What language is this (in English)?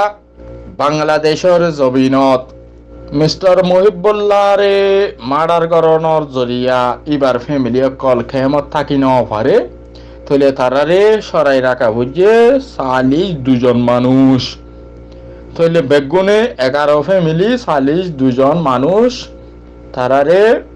Rohingya